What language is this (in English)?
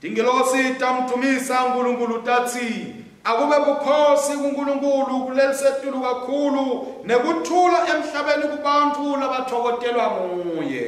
Swati